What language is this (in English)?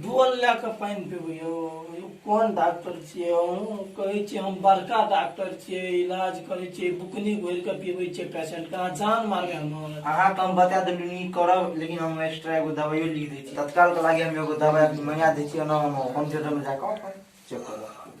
Maithili